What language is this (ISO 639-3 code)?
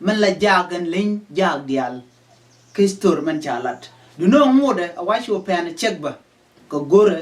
nus